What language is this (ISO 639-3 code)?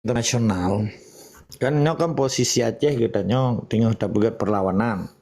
ace